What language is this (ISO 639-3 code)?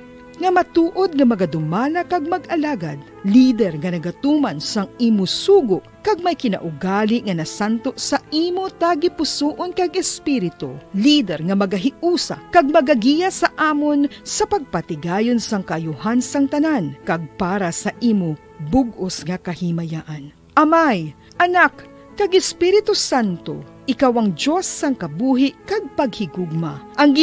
hil